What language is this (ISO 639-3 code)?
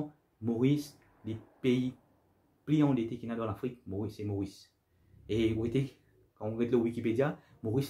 mfe